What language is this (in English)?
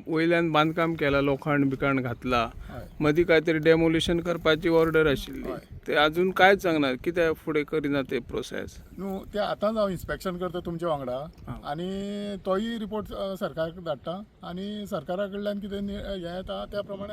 Konkani